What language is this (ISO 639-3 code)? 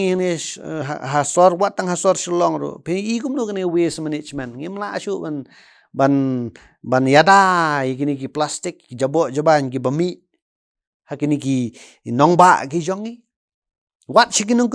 kha